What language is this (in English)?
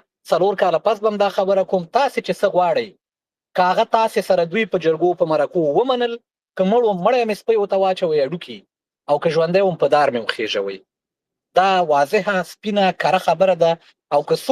Pashto